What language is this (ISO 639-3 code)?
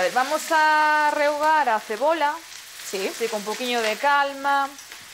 glg